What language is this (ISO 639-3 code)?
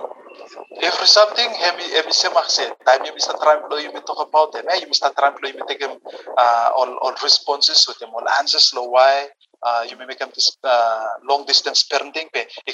bis